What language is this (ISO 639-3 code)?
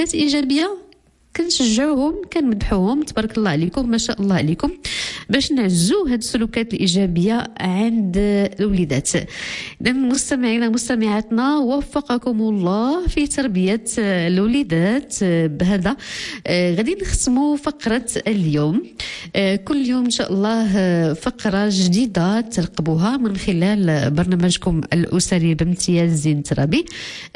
ary